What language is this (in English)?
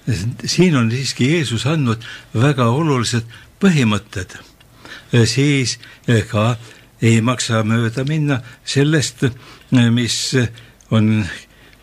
Estonian